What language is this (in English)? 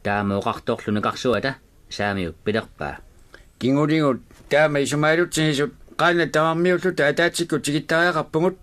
Kalaallisut